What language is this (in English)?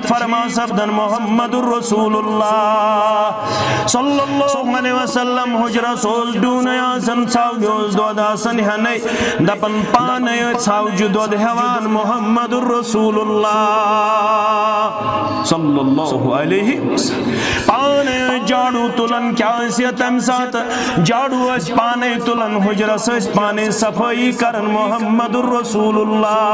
Kashmiri